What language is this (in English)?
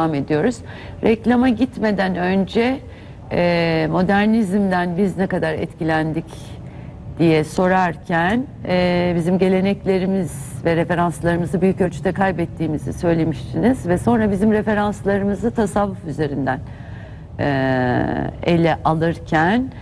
Turkish